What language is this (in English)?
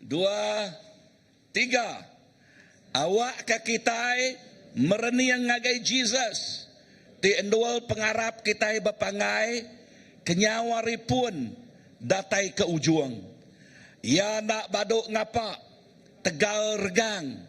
Iban